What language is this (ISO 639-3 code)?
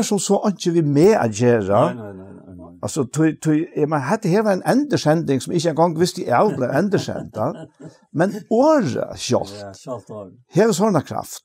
fao